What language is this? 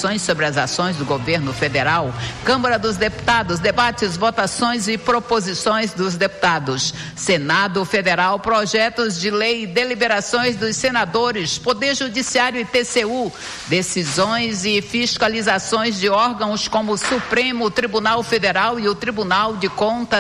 Portuguese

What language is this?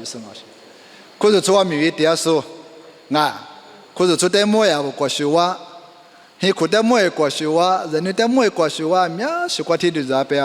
Lisu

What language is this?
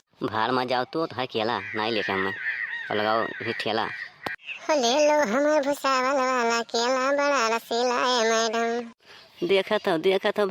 Awadhi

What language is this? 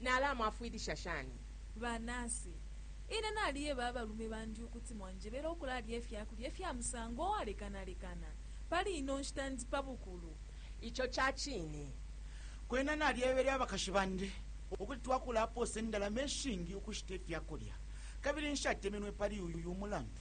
Bemba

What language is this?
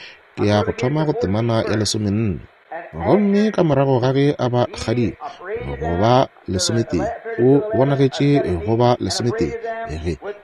Northern Sotho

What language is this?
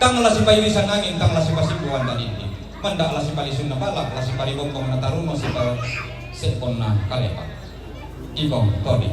Toraja-Sa'dan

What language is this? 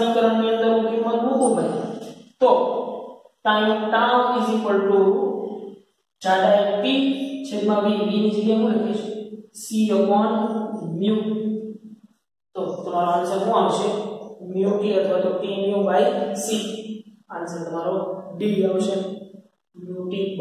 Gujarati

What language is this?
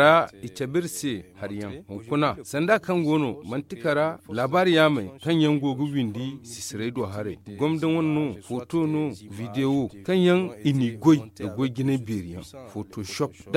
Zarma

